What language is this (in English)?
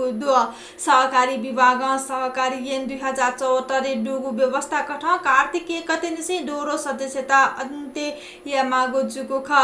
Newari